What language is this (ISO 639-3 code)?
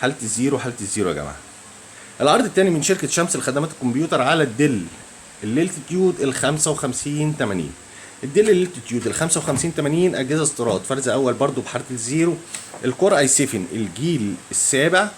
arz